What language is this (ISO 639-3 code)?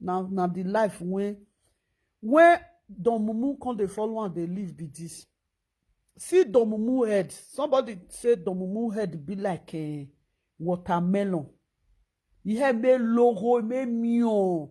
pcm